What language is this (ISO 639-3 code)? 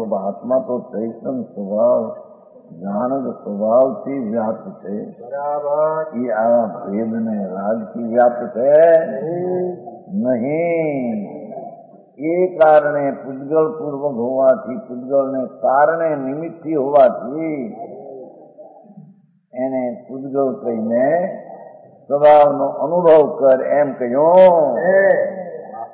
guj